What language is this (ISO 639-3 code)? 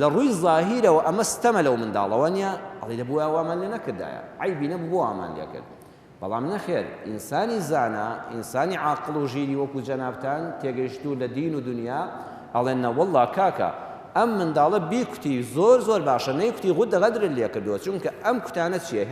ckb